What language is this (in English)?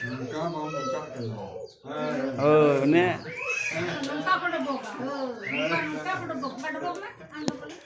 Santali